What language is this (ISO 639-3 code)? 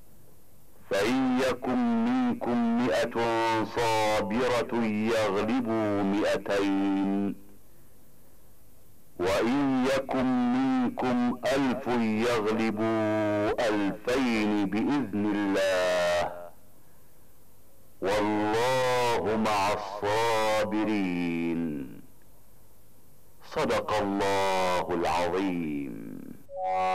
ara